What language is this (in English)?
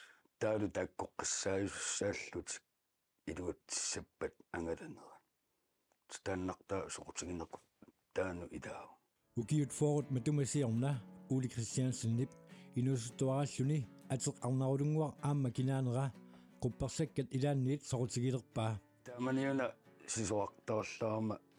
Kalaallisut